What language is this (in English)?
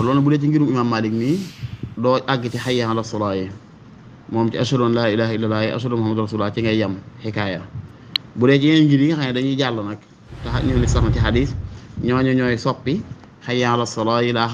Wolof